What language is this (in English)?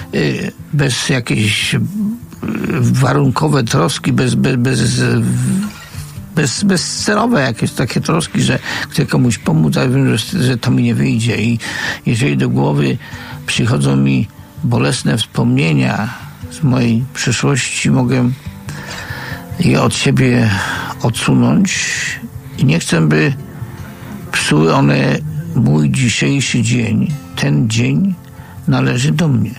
Polish